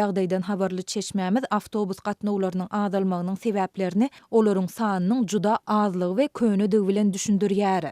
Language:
Turkmen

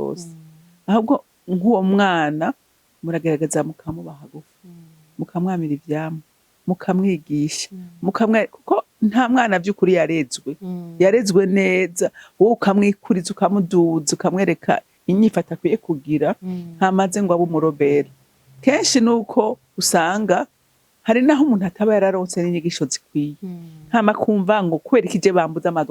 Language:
Rundi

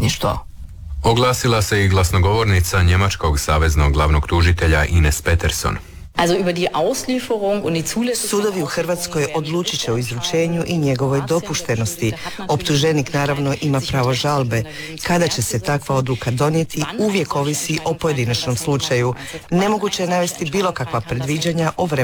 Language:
Croatian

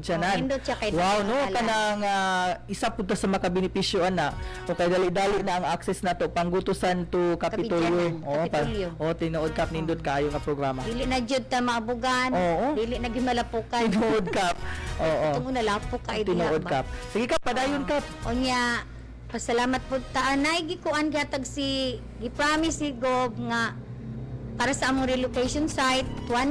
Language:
Cebuano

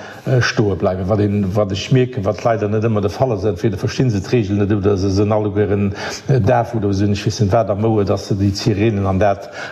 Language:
Luxembourgish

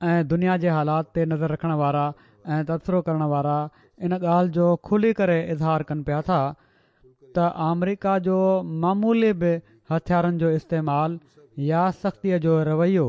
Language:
Sindhi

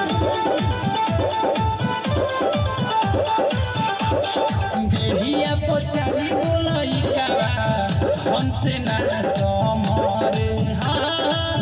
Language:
Bhojpuri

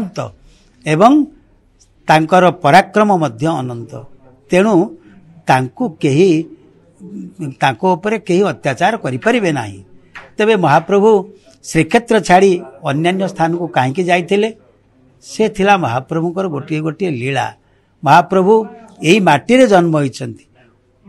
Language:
Odia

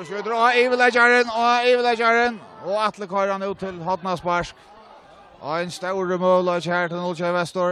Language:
Faroese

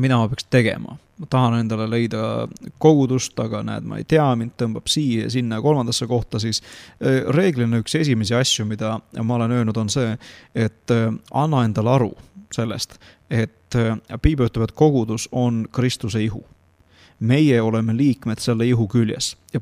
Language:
Estonian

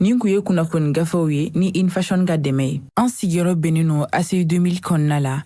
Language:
Bambara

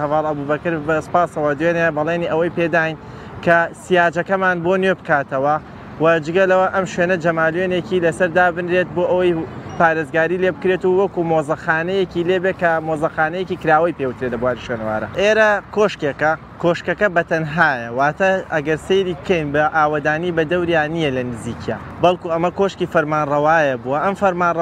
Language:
Central Kurdish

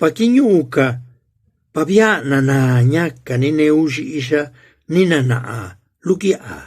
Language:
Zapotec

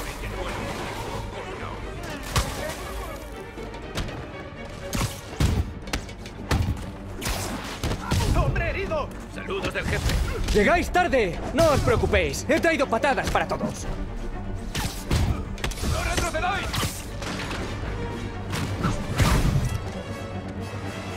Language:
Spanish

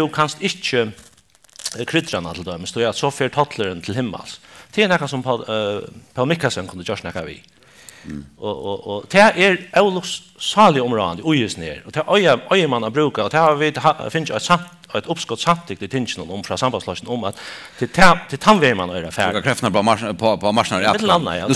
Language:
Faroese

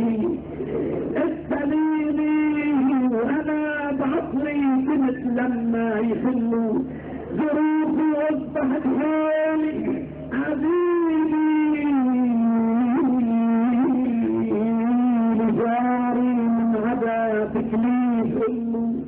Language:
North Levantine Arabic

